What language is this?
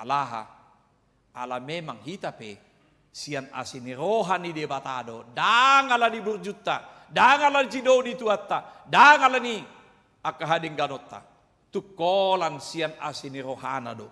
Batak Toba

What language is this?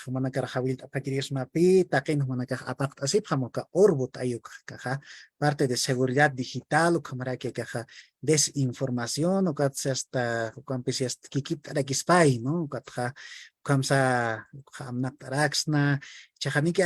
Aymara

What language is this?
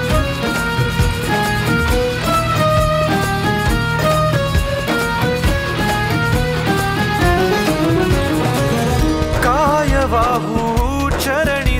Marathi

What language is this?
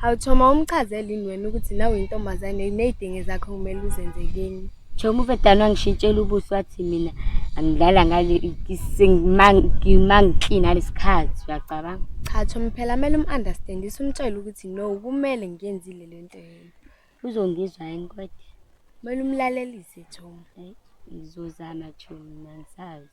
Zulu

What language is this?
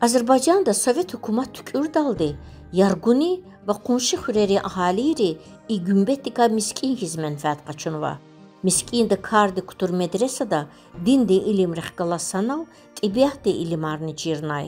Lezghian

